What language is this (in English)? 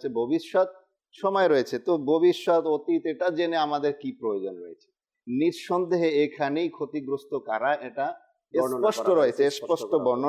Bangla